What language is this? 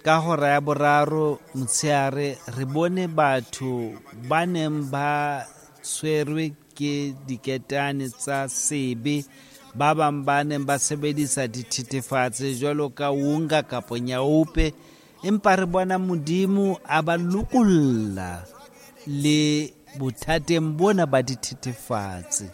Southern Sotho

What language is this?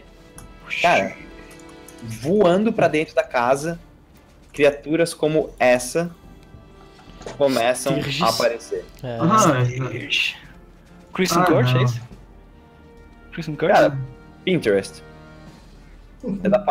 Portuguese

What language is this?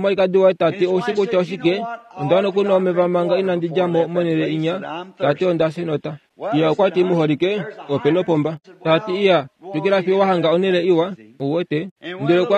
Kuanyama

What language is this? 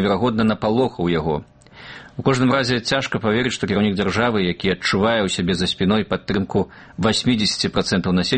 Belarusian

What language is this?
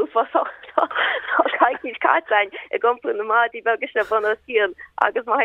Irish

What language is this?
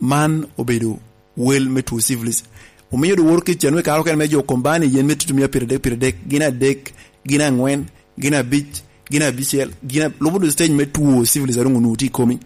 Lango (Uganda)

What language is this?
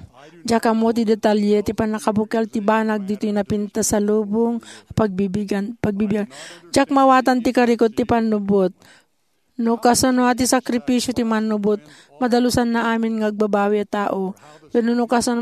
Iloko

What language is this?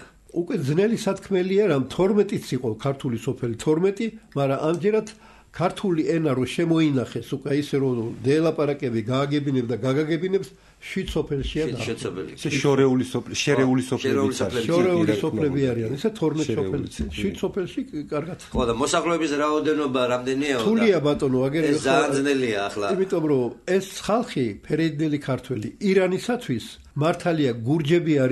Georgian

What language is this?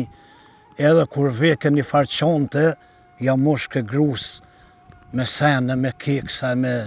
Albanian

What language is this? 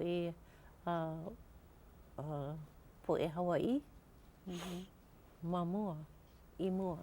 Hawaiian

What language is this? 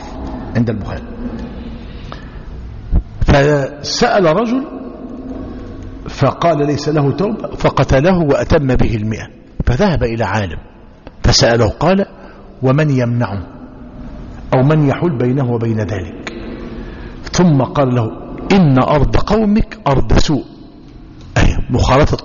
Arabic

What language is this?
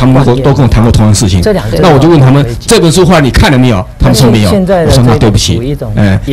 Chinese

